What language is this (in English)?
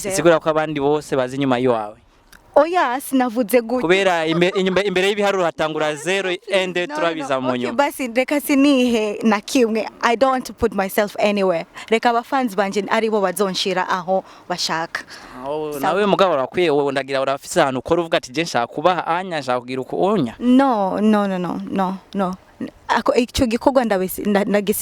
Rundi